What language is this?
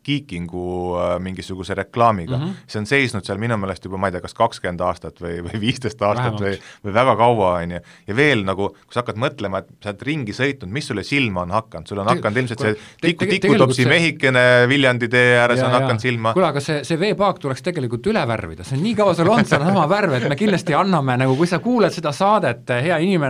Estonian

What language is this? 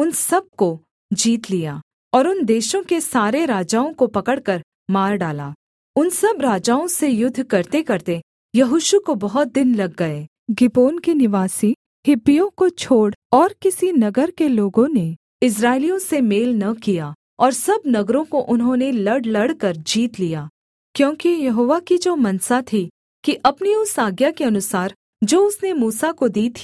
Hindi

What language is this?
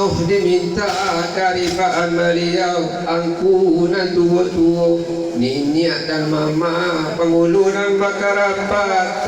Minangkabau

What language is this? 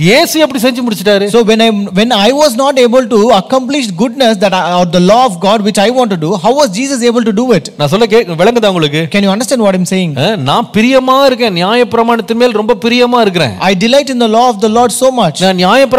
Tamil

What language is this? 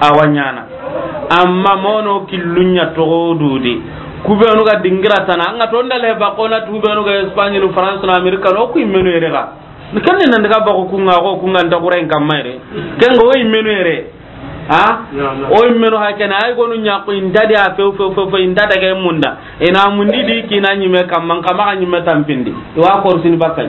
Soninke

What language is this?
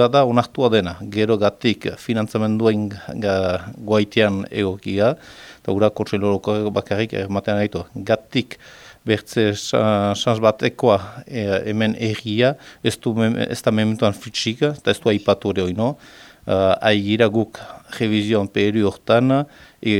Basque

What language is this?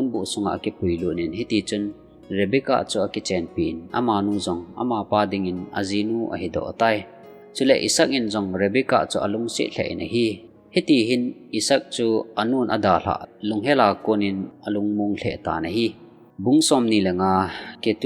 Thado Chin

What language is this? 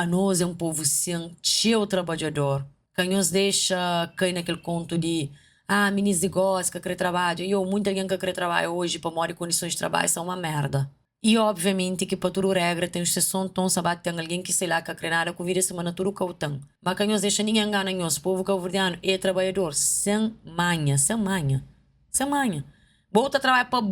Kabuverdianu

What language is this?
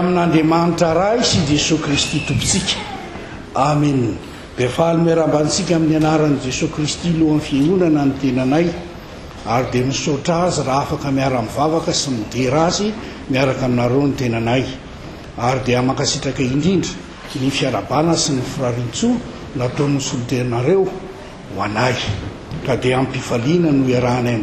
Malagasy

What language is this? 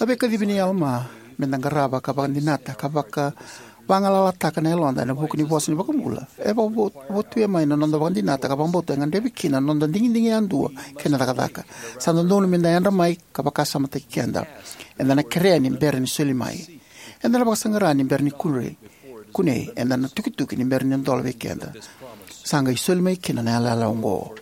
Fijian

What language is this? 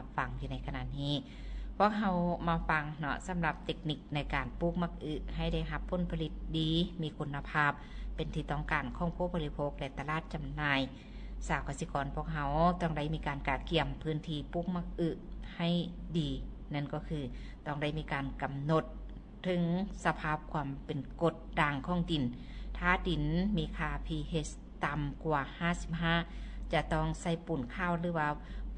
Lao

